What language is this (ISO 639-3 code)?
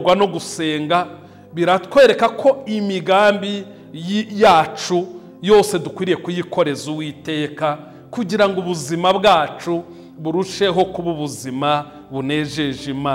kin